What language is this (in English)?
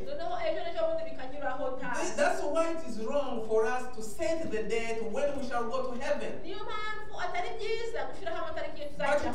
Kinyarwanda